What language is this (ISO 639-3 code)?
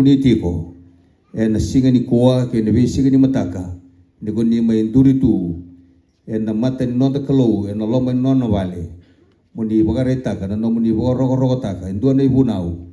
fij